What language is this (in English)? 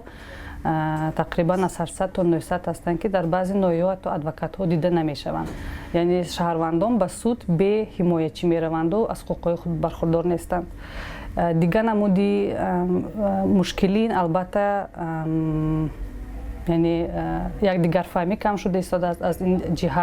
Tajik